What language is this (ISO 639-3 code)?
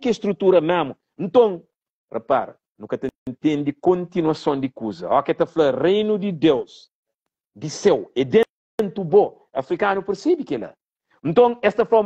kea